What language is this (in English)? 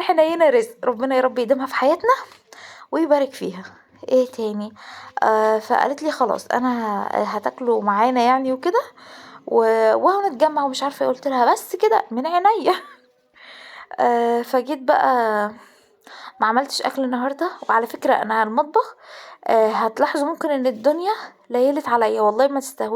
Egyptian Arabic